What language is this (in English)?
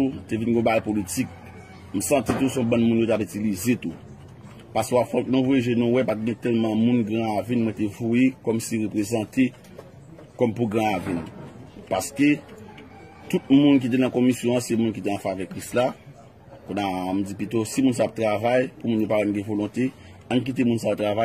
Haitian Creole